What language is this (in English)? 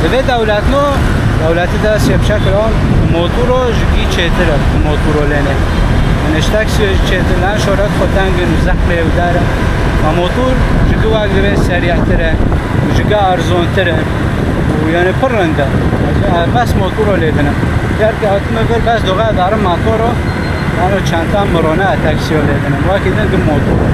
Kurdish